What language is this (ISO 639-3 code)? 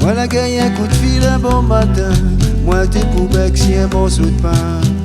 rcf